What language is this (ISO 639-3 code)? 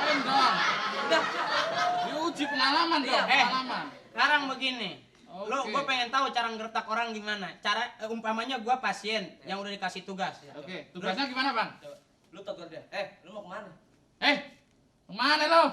bew